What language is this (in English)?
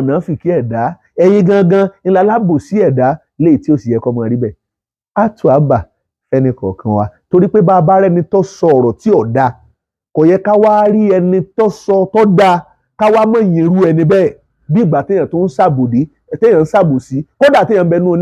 Yoruba